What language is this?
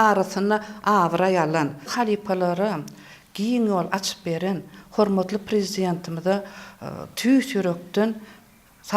Turkmen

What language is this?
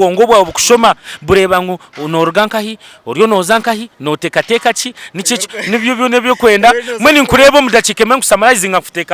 Nyankole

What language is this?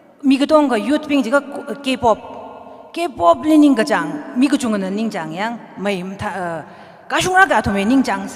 Tangkhul Naga (India)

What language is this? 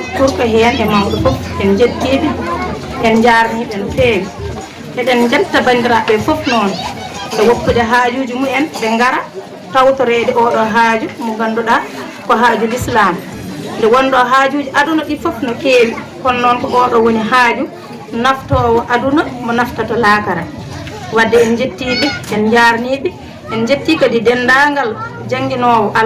Fula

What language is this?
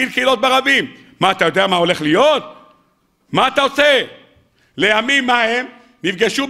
Hebrew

